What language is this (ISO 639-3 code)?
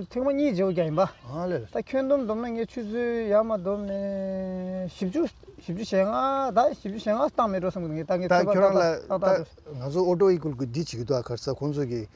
bod